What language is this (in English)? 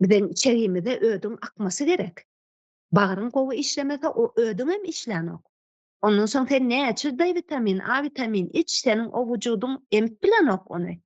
Turkmen